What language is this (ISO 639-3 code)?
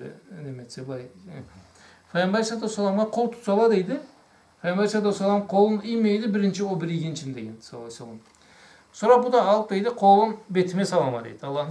krc